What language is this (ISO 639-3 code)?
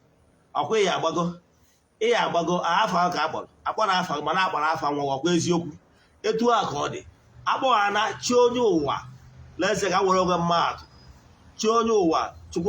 ibo